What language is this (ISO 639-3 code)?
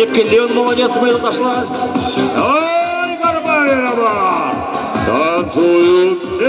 chv